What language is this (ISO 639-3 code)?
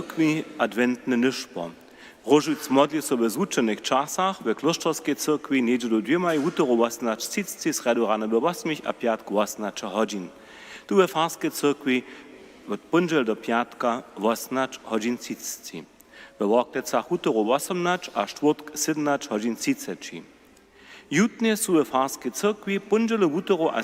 hsb